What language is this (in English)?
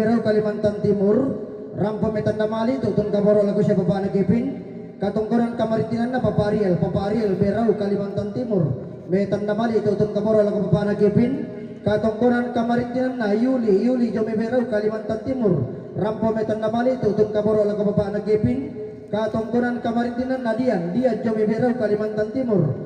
Toraja-Sa'dan